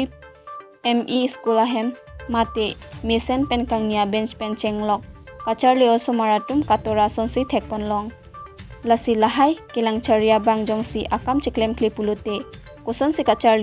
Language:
Karbi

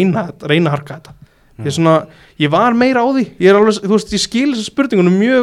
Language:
Icelandic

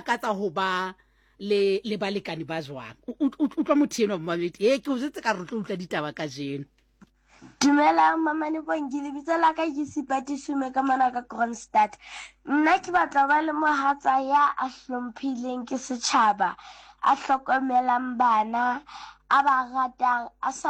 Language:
Southern Sotho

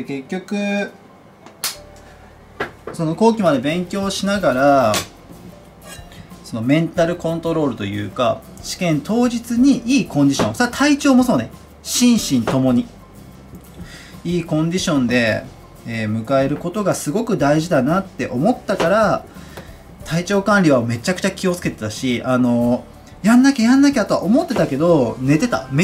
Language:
Japanese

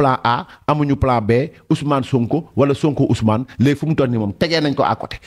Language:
Wolof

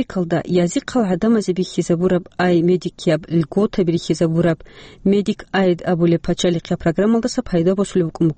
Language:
Avaric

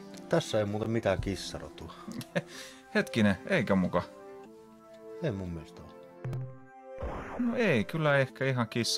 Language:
Finnish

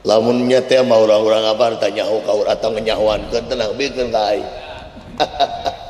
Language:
Sundanese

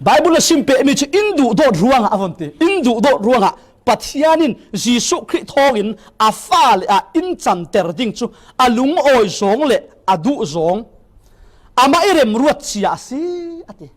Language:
Falam Chin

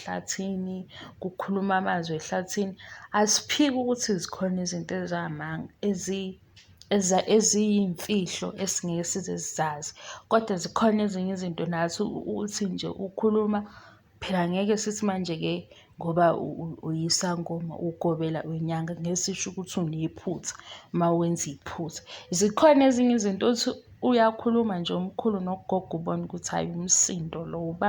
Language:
Zulu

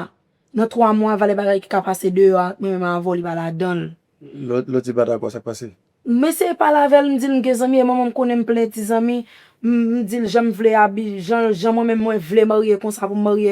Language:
Haitian Creole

